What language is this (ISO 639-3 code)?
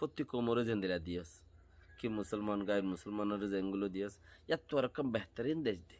rhg